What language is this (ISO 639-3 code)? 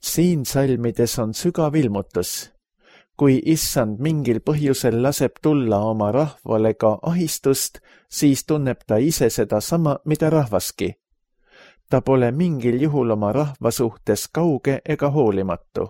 est